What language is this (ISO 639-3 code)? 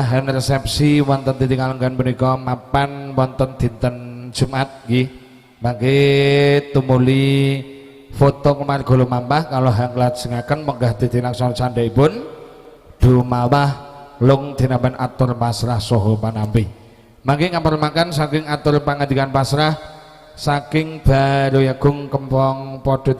jav